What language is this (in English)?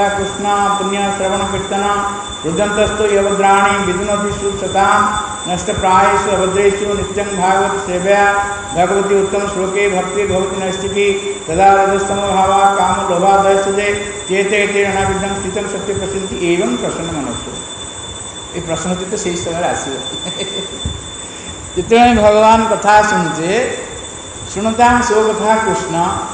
Odia